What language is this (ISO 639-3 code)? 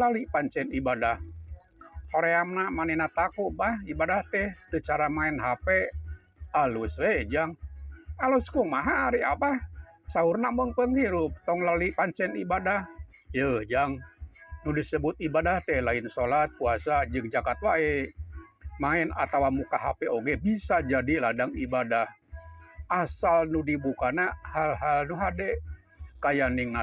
sun